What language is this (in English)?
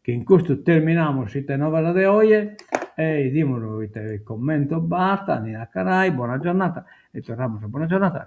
Sardinian